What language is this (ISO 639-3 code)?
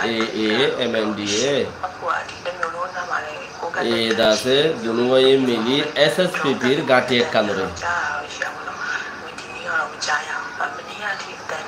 rhg